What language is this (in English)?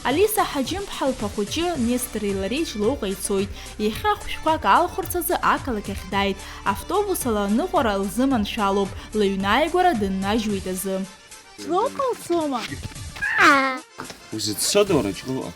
Abkhazian